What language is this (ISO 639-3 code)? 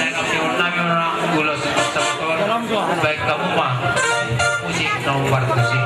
bbc